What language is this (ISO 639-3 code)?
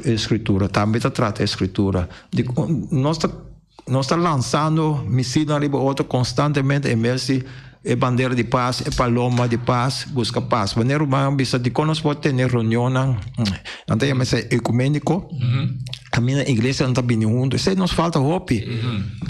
pap